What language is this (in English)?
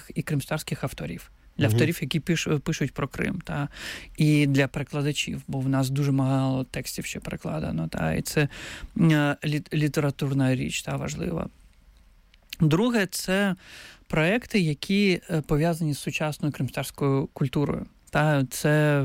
Ukrainian